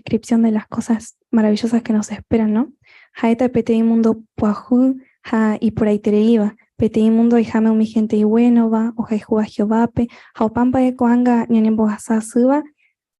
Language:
Guarani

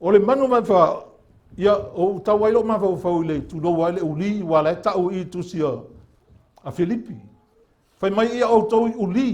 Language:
Samoan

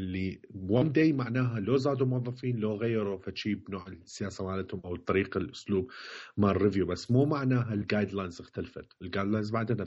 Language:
Mesopotamian Arabic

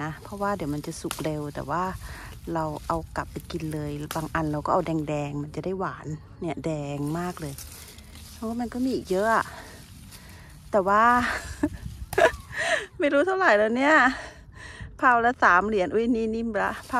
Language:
Thai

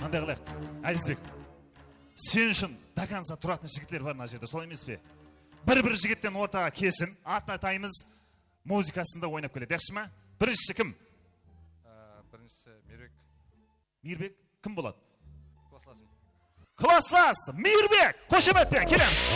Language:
Kara-Kalpak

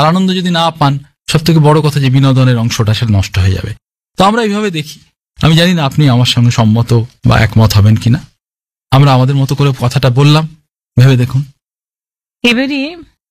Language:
Bangla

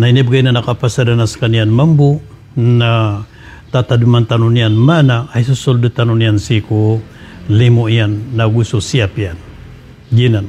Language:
Maranao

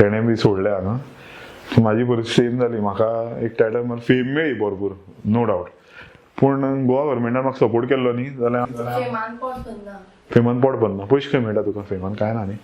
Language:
Konkani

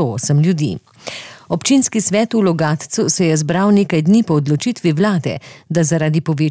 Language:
Slovenian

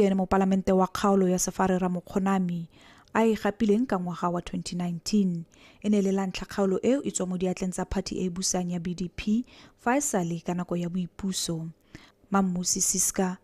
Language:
Tswana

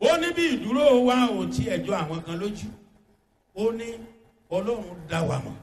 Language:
Yoruba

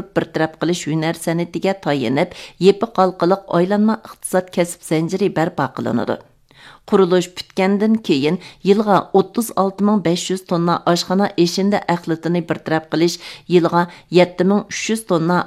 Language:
Uyghur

